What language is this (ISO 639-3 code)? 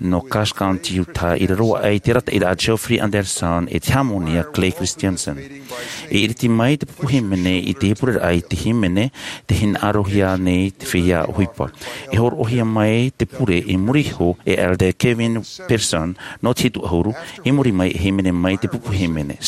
tah